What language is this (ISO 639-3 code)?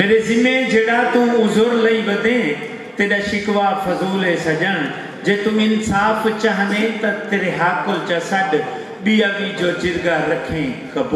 skr